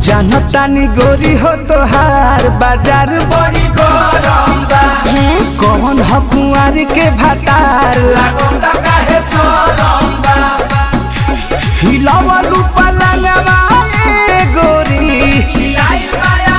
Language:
Bhojpuri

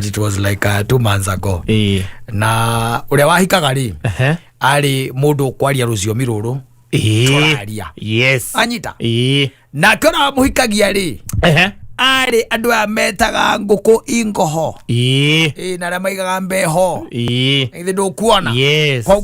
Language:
Kikuyu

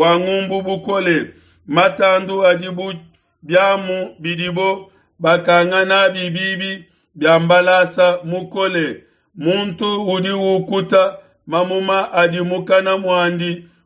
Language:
Luba-Lulua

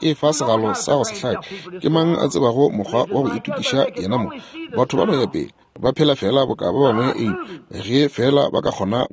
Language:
Northern Sotho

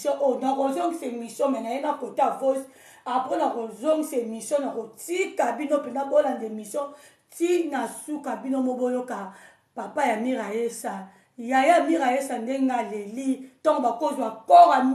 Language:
Lingala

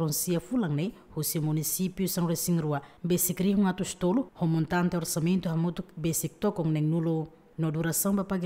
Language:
Tetum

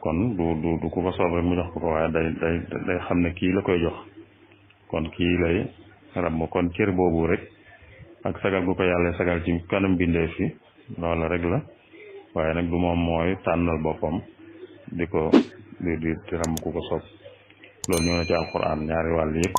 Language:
Wolof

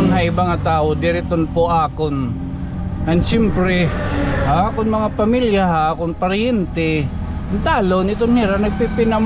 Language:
Waray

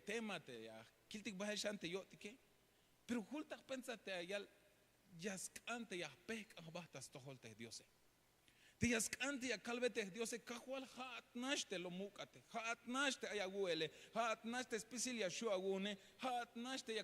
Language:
Tzeltal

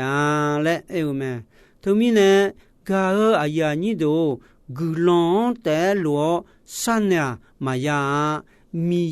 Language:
Akha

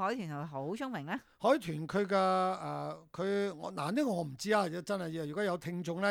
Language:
Cantonese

